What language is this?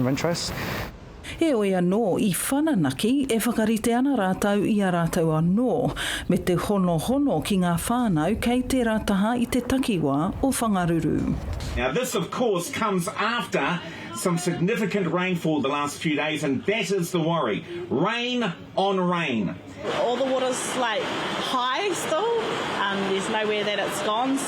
Māori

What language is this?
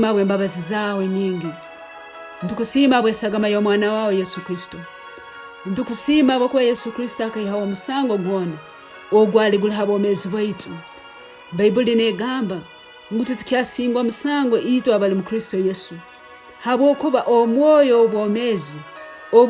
Tooro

